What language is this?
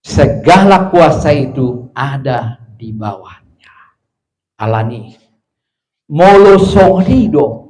Batak Toba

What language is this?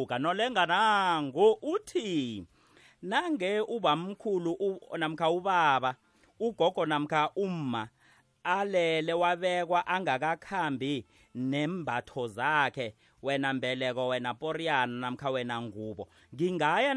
South Ndebele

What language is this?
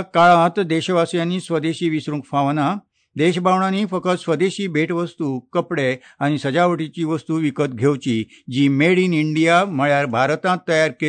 Konkani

